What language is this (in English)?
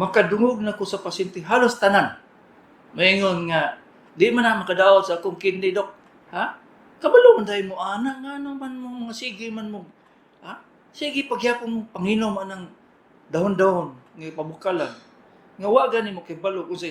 Cebuano